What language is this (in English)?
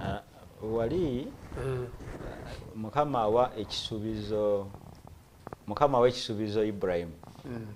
Ganda